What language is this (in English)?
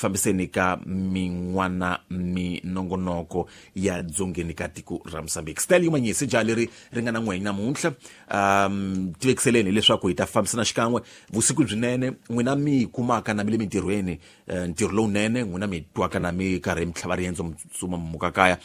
Tsonga